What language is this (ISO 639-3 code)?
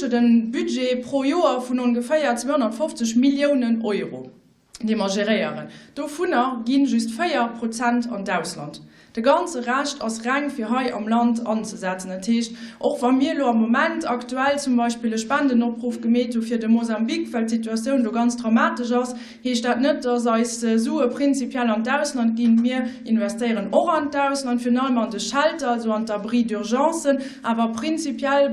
ltz